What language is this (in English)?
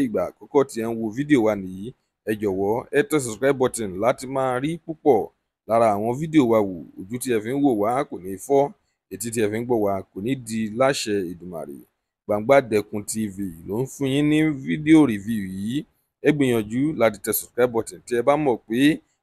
Yoruba